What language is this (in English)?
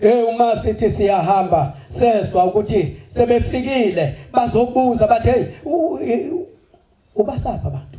Zulu